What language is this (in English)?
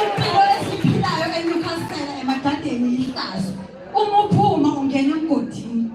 Zulu